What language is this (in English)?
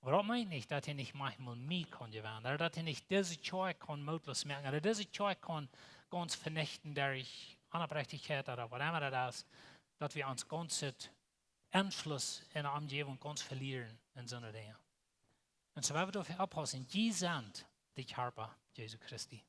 Plautdietsch